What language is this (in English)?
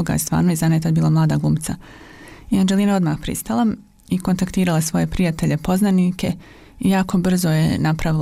Croatian